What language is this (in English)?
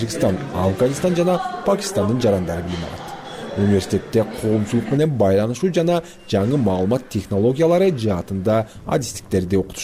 Kyrgyz